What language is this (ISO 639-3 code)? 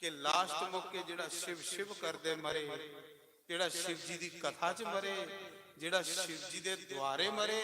doi